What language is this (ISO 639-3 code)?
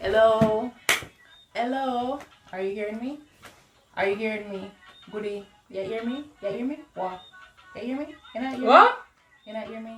jam